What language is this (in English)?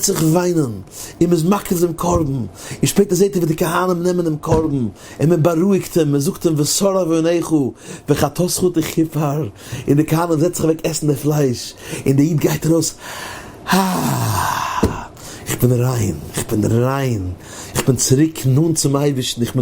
Yiddish